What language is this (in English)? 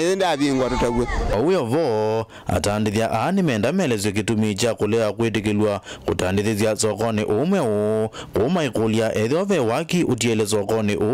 Kamba